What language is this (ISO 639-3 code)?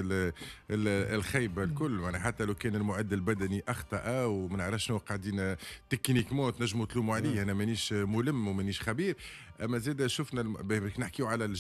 aeb